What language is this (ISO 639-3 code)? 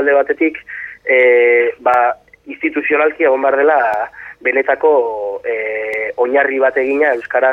eus